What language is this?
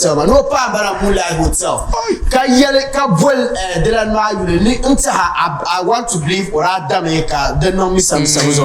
Dagbani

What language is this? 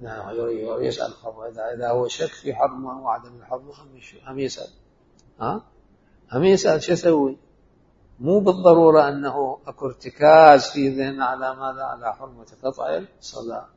Mesopotamian Arabic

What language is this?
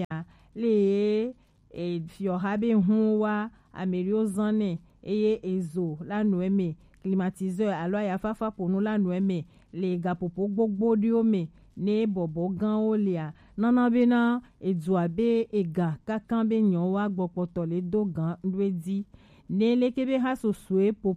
Gen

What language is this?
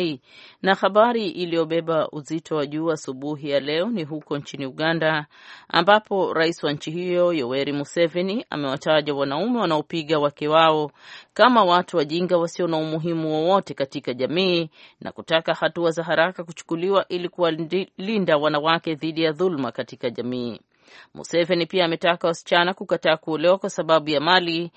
Swahili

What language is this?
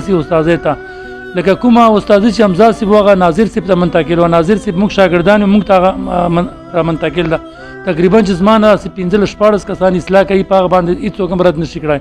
Pashto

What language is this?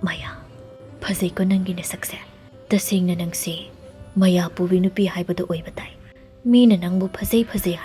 Manipuri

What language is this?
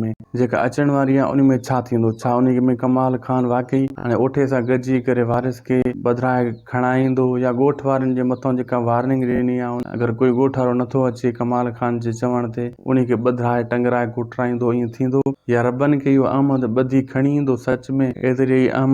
Sindhi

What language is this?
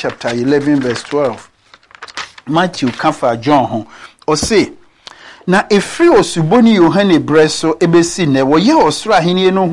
Akan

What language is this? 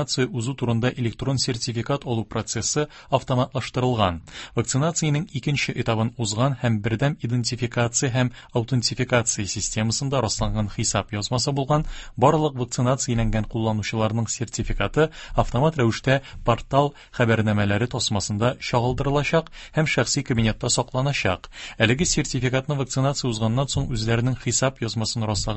Tatar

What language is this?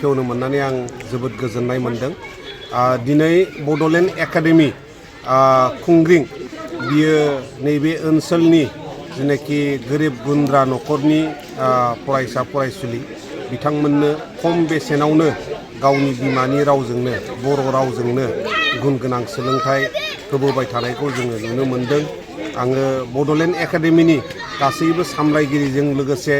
Bodo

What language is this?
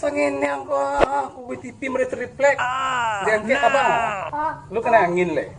Minangkabau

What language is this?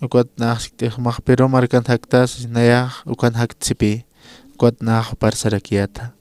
Aymara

